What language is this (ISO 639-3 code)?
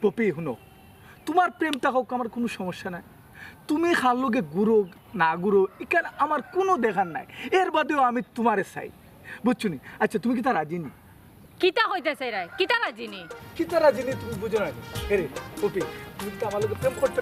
syl